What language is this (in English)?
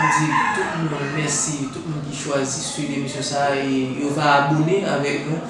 Haitian Creole